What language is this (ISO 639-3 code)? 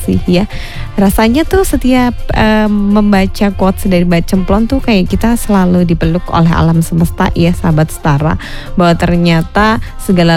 ind